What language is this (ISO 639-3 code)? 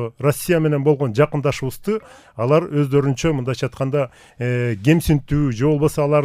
kir